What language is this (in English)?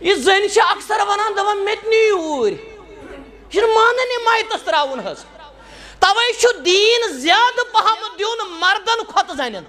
Kashmiri